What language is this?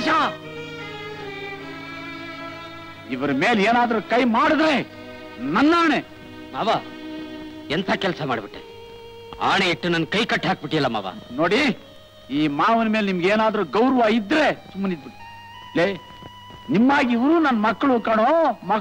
Kannada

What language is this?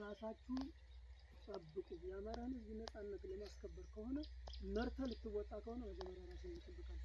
Amharic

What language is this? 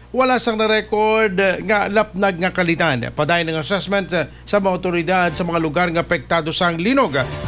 Hiligaynon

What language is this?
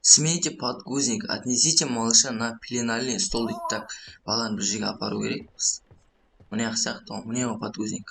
Kazakh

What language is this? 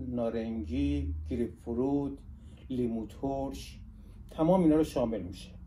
Persian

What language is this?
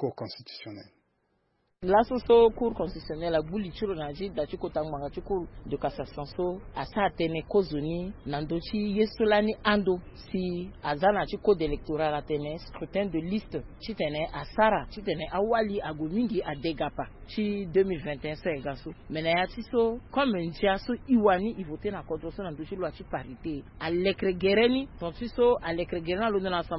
Sango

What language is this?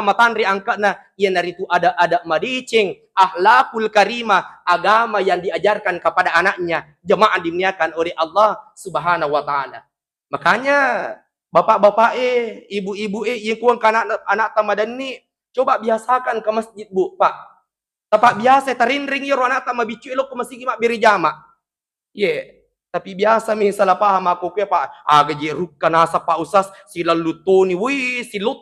Buginese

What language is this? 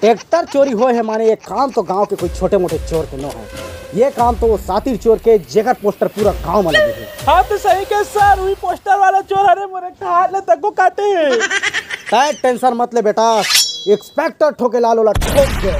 Chhattisgarhi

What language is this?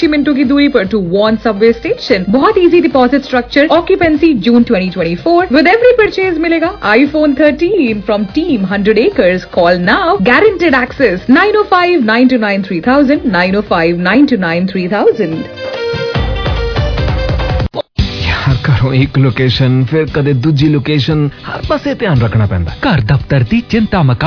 Punjabi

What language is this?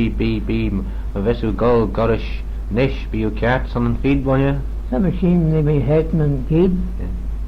Manx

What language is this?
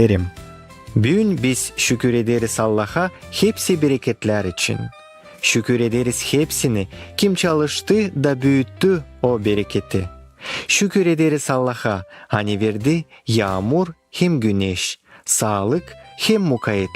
Gagauz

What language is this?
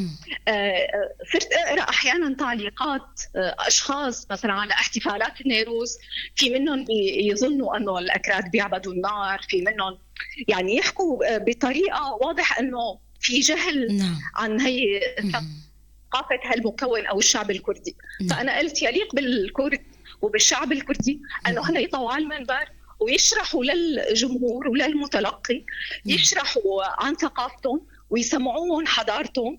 North Levantine Arabic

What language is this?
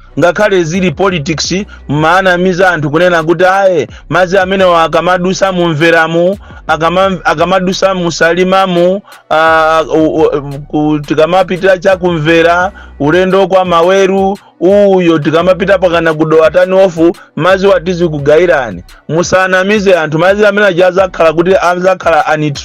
Nyanja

